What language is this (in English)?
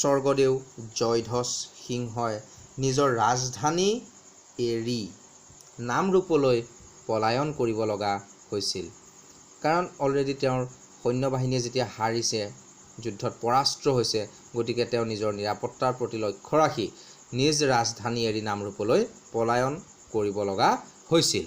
Assamese